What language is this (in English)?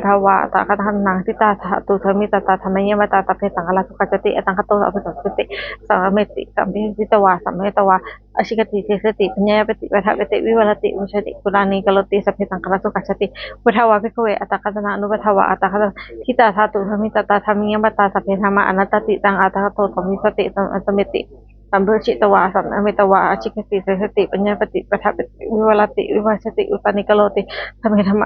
Pali